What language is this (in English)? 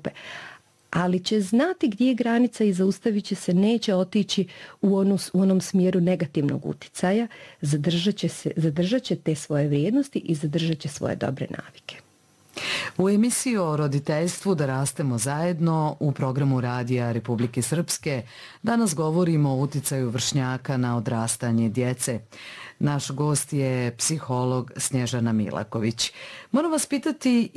Serbian